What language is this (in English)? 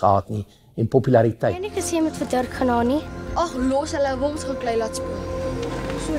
Afrikaans